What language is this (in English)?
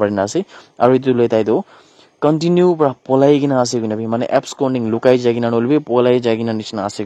Naga Pidgin